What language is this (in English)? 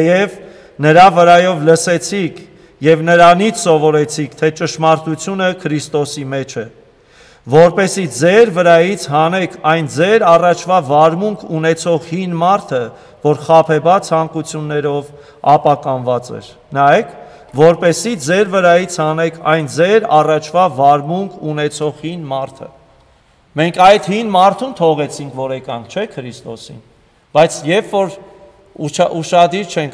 Armenian